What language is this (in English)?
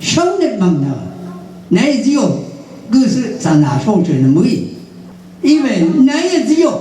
Rawang